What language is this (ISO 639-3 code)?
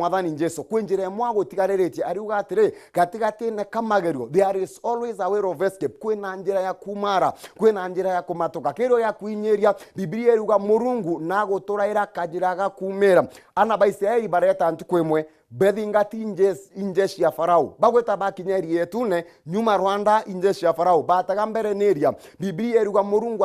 mer